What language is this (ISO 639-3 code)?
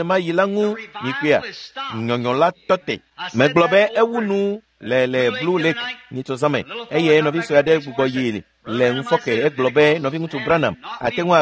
ewe